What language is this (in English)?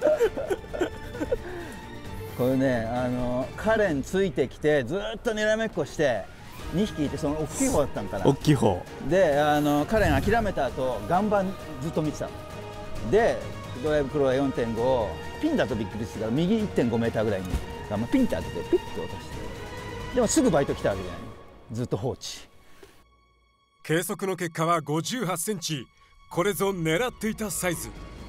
Japanese